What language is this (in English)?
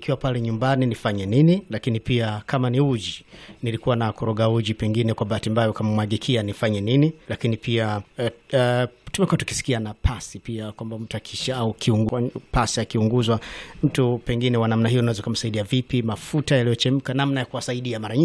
Swahili